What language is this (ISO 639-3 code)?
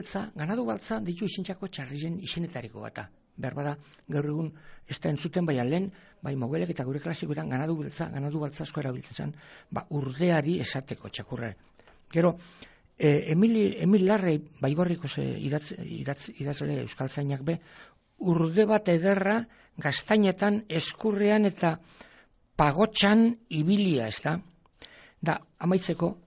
eus